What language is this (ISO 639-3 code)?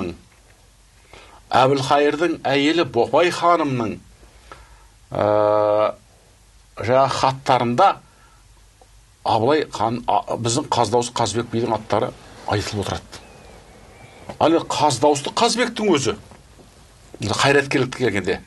kaz